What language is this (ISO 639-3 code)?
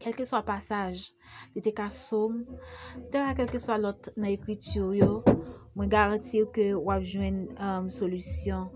hat